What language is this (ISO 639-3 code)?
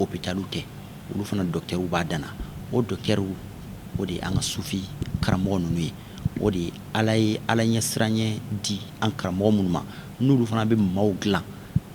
bam